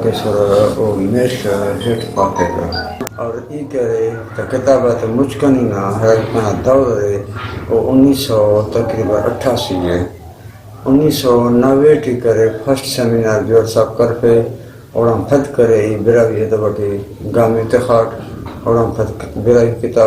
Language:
Brahui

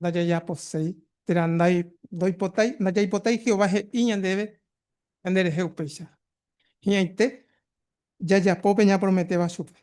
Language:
Guarani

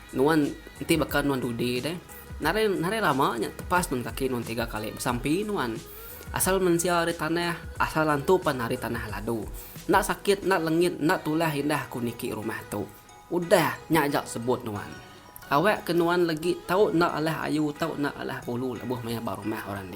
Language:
Iban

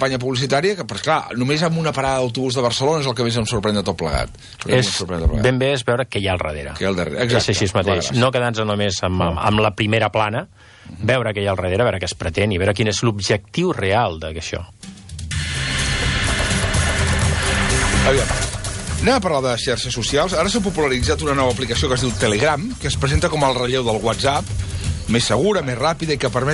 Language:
Catalan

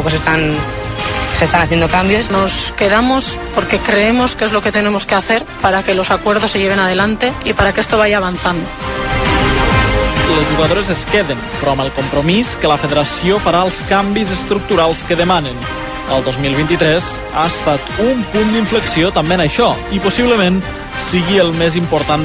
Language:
Catalan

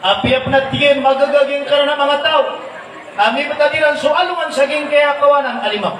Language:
Maranao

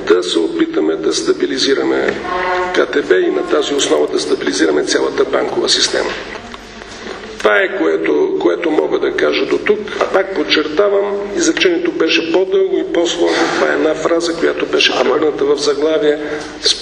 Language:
Bulgarian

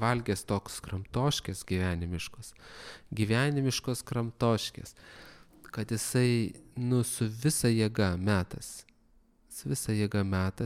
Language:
Lithuanian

